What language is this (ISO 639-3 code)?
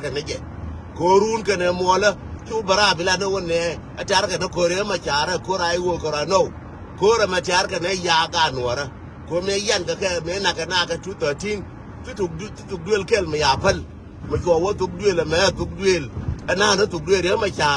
nus